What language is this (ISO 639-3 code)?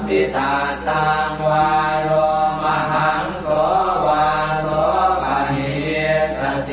pli